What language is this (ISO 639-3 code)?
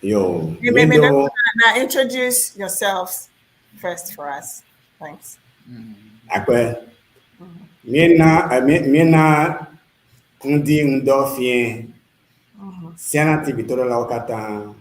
ewe